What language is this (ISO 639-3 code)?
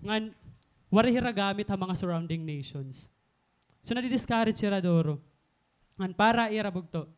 war